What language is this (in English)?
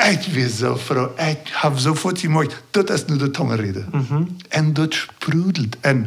Plautdietsch